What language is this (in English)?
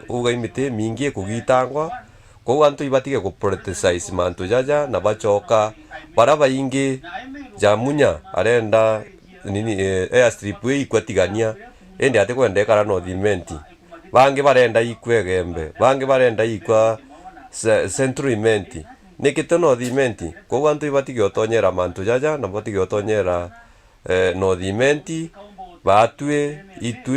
Meru